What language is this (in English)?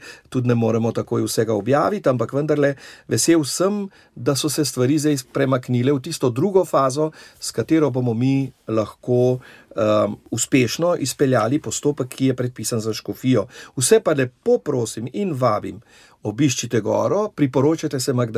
Slovenian